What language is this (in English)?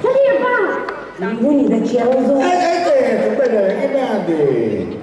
Sicilian